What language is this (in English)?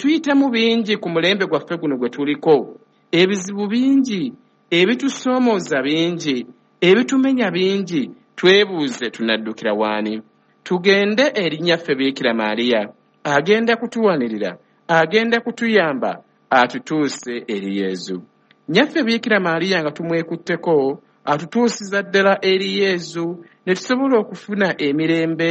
Ganda